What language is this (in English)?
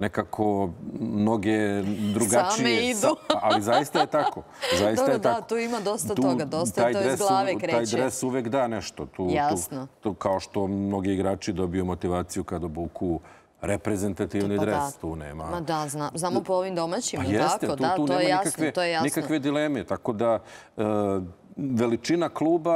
Serbian